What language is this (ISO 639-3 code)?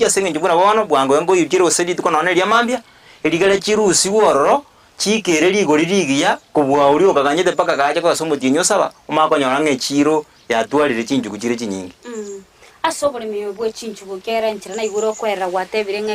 guz